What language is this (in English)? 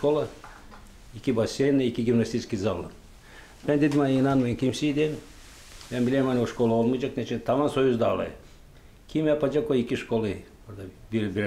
Gagauz